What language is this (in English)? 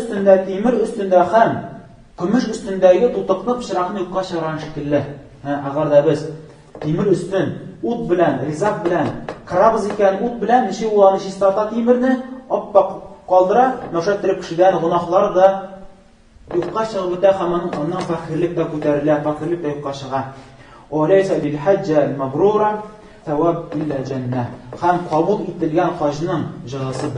Tatar